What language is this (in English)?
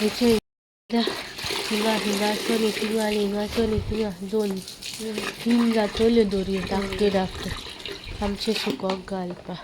Konkani